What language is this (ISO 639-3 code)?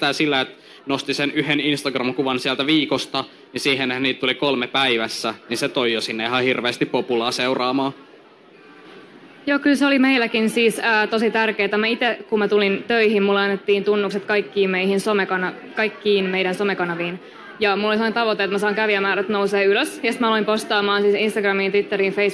fin